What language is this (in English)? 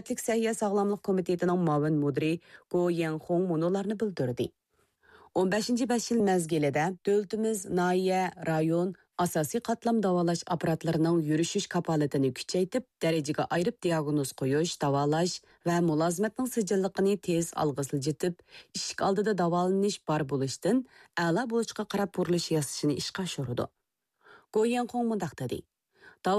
Uyghur